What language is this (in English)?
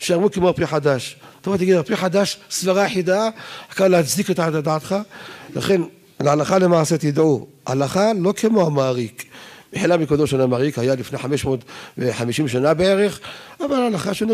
Hebrew